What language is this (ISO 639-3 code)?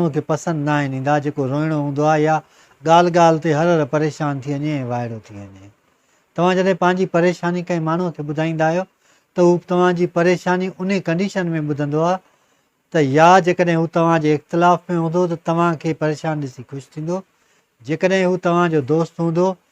snd